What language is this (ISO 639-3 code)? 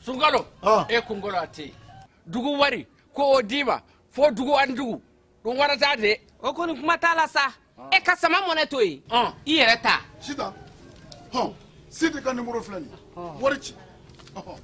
bam